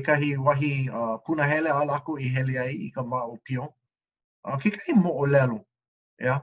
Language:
Hawaiian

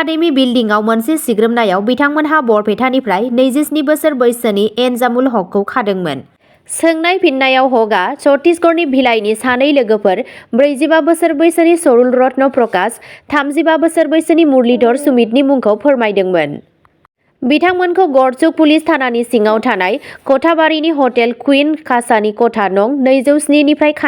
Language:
Bodo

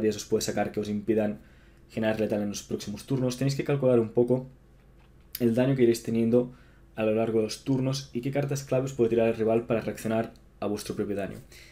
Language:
Spanish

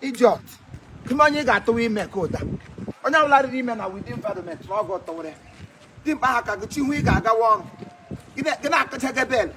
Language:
Igbo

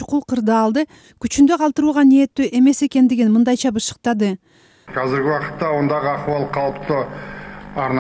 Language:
Kyrgyz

